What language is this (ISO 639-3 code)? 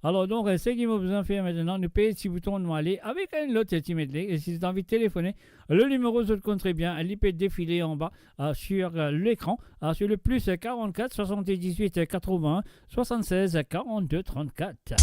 mfe